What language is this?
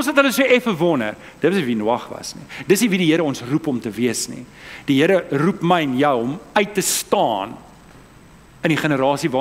Afrikaans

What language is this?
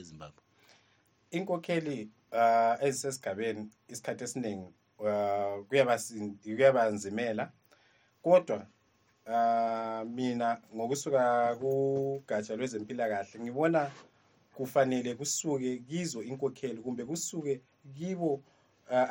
North Ndebele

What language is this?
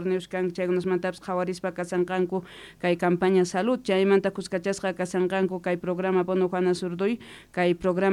South Bolivian Quechua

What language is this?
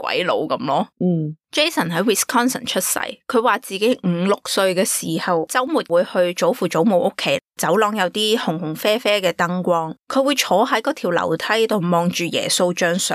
Cantonese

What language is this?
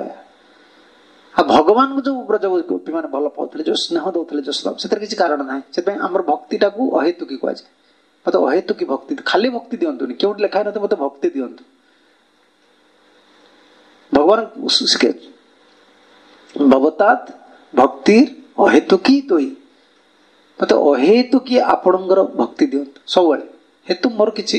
Odia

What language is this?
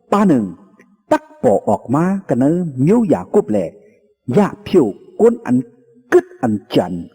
Shan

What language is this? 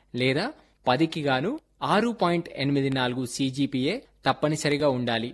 Telugu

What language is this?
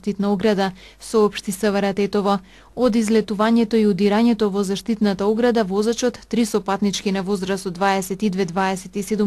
Macedonian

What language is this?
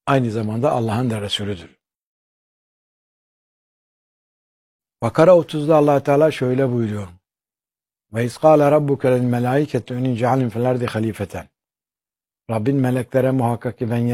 Turkish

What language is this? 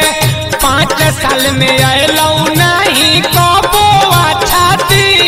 Bhojpuri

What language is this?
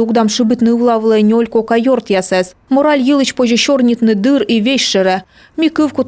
Komi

